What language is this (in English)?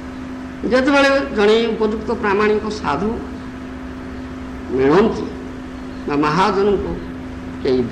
Odia